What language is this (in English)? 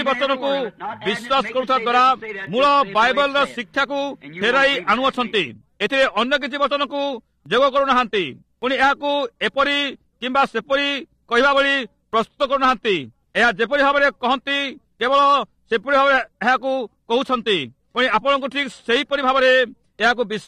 Odia